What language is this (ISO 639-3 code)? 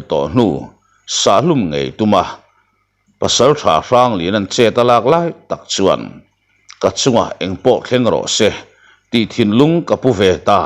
lus